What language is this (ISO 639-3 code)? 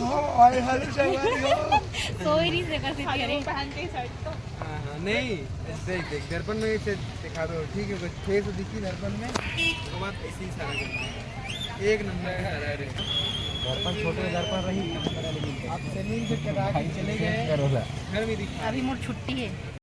hne